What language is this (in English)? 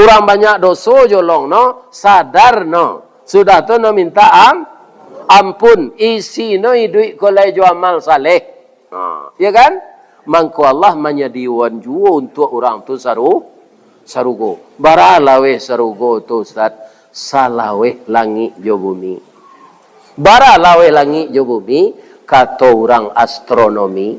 Minangkabau